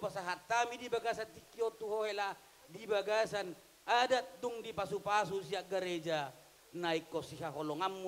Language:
Batak Toba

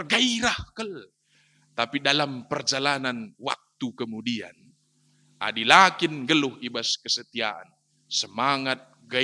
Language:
Batak Karo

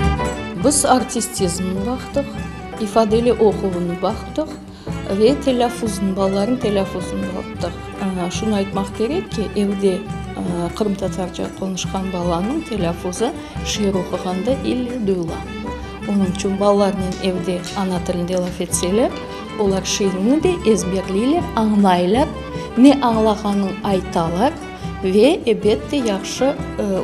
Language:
Crimean Tatar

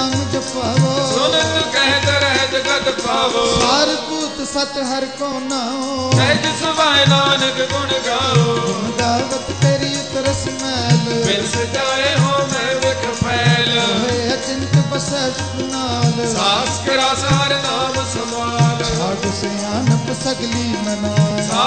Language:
Punjabi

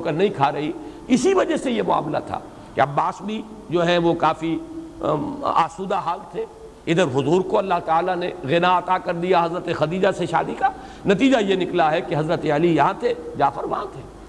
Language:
Urdu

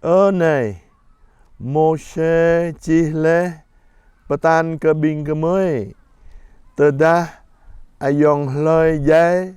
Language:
Jarai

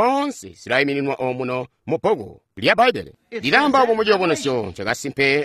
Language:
Tonga (Zambia)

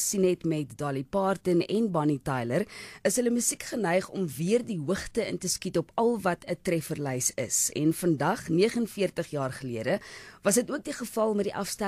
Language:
Afrikaans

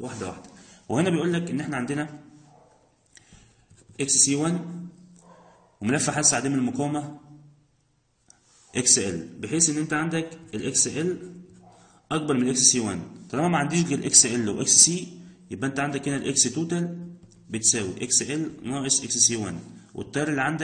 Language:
Egyptian Arabic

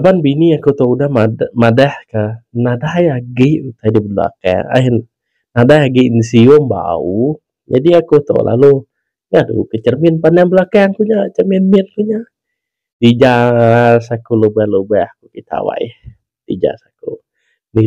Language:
Iban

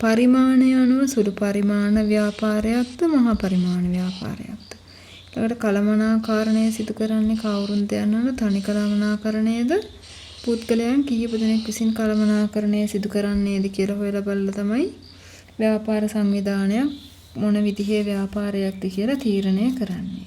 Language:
Sinhala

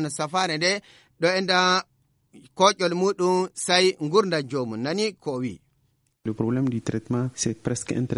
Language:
Fula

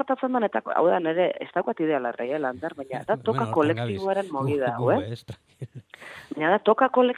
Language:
Basque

